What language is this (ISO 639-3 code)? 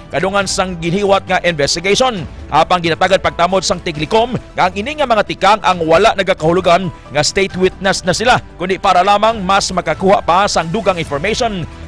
hil